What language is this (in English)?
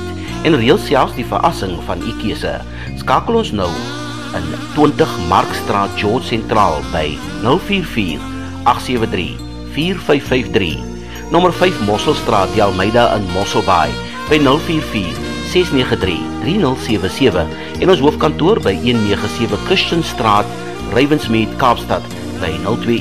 Afrikaans